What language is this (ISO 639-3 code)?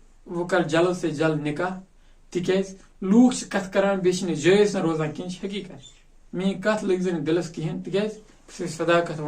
kas